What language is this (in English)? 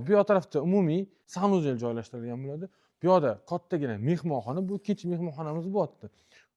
Uzbek